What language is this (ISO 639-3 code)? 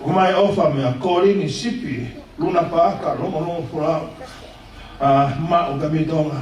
ton